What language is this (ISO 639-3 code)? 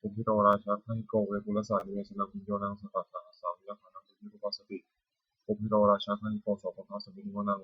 pli